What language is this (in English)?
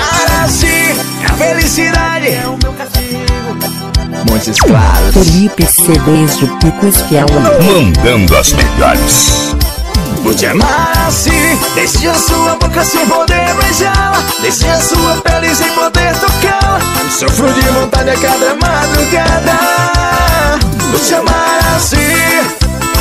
Portuguese